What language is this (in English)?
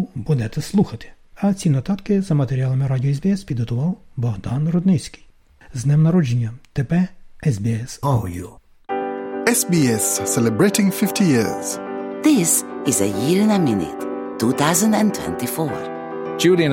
Ukrainian